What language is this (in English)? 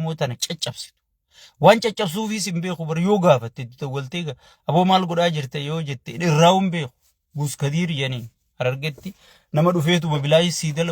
Oromo